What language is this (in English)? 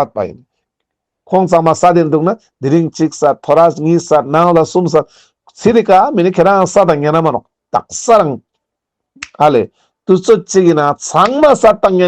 Ladakhi